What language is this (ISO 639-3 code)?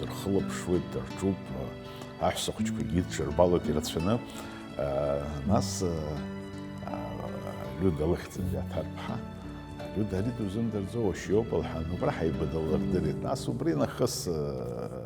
abk